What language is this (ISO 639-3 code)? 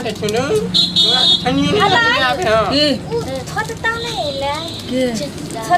mai